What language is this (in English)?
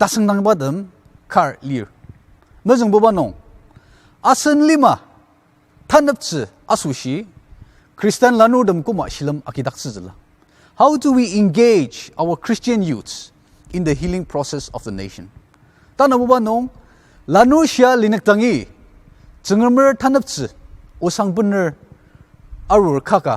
Ao Naga